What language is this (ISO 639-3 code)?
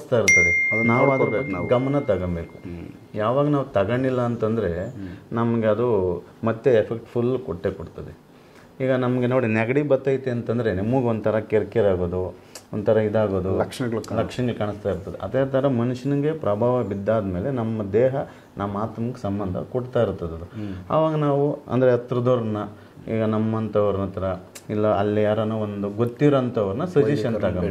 kan